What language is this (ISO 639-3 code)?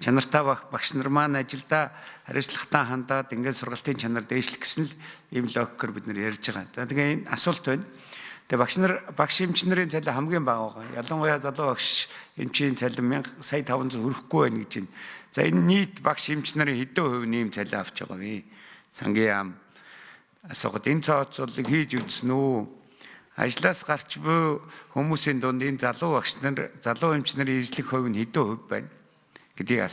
mon